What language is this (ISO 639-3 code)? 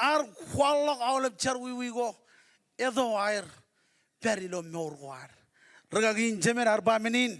mah